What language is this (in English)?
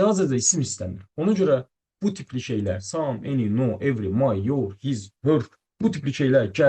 Azerbaijani